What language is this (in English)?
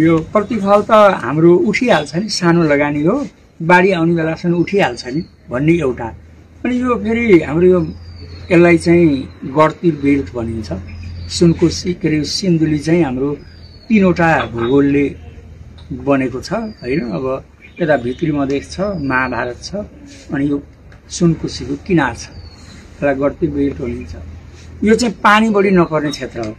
Nepali